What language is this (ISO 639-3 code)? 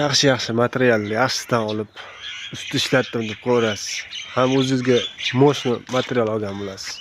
uzb